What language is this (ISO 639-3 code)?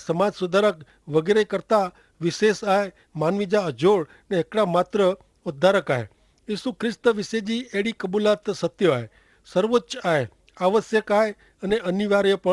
kfr